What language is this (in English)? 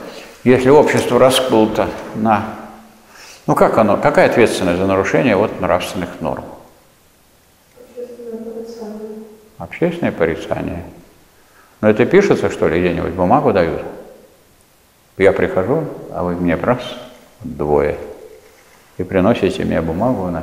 Russian